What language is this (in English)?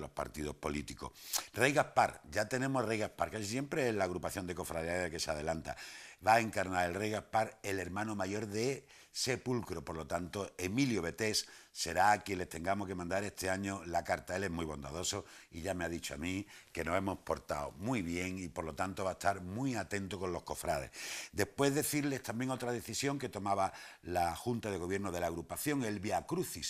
Spanish